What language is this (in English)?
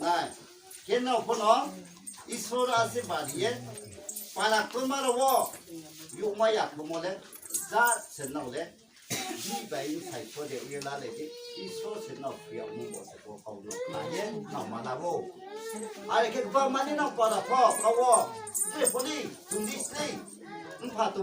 Riang (India)